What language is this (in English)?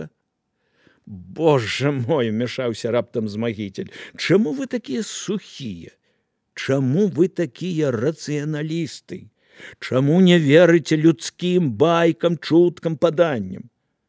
Belarusian